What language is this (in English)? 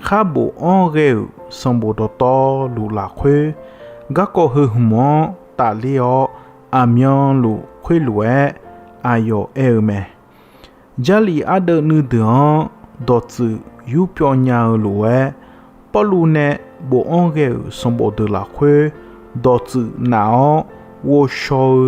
Akha